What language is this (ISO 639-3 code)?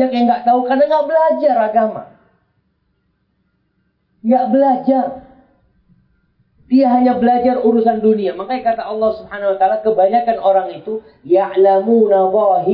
ind